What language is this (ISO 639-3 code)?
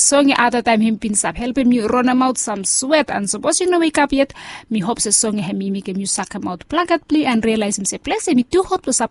bis